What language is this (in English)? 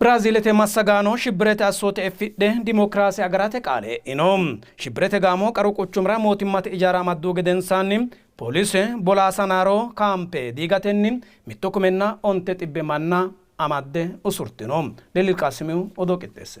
Sidamo